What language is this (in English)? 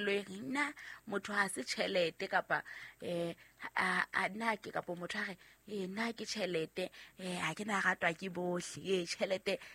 Southern Sotho